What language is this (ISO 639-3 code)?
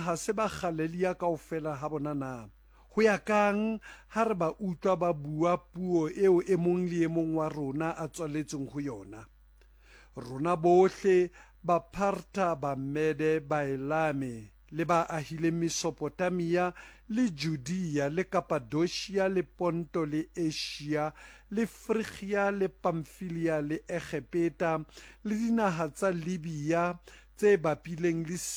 sot